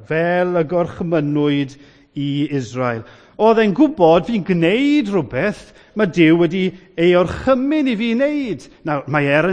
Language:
Welsh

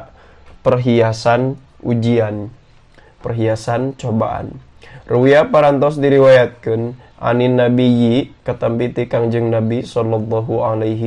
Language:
Sundanese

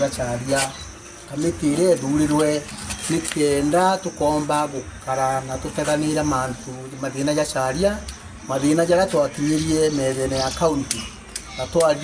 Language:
Meru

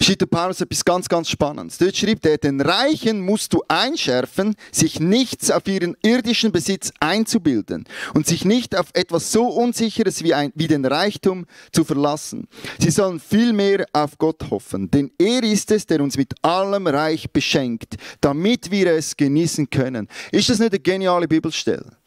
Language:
Swiss German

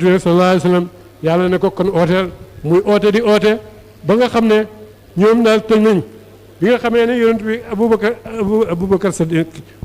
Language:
Wolof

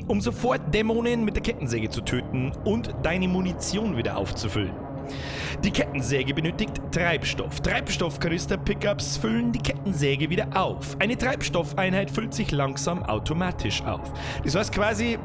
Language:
Bavarian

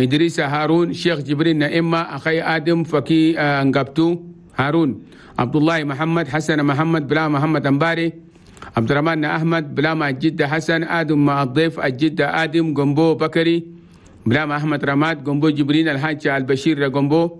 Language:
Chadian Arabic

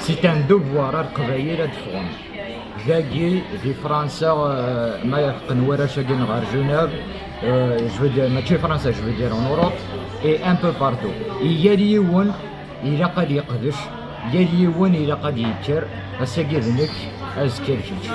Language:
Kabyle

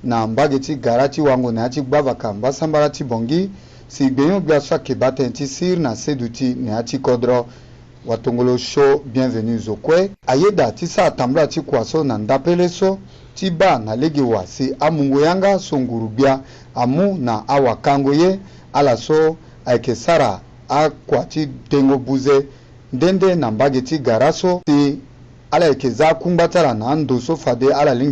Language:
Sango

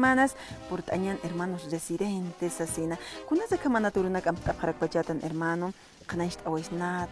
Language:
Aymara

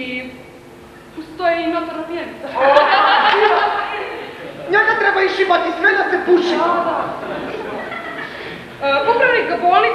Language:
Croatian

